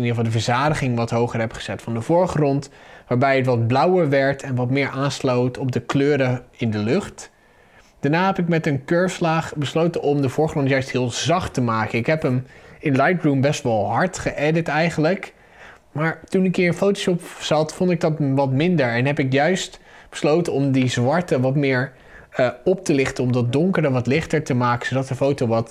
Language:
Dutch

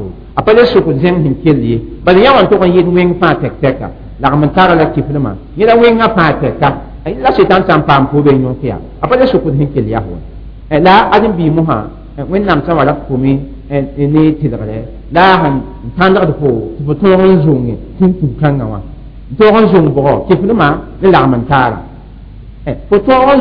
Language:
Mossi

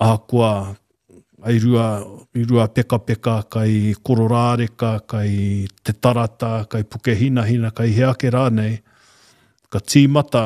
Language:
Māori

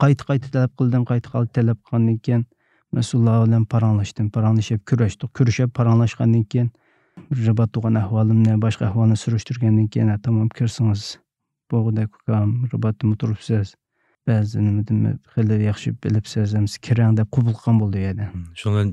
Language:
Uyghur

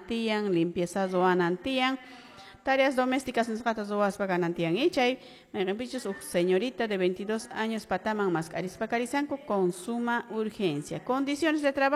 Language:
Quechua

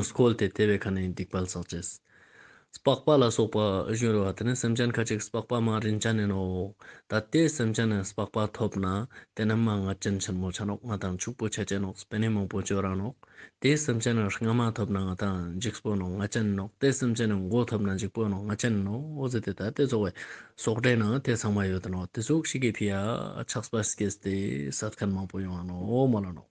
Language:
Ladakhi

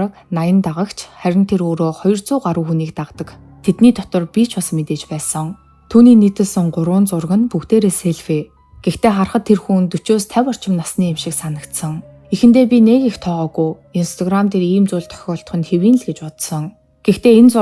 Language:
Mongolian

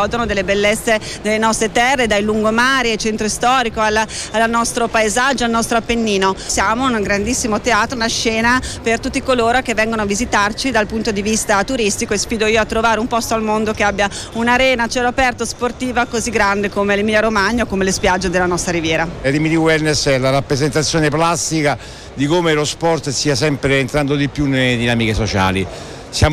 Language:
Italian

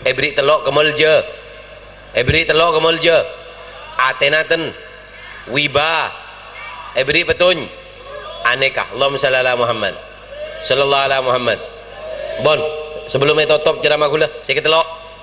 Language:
Madurese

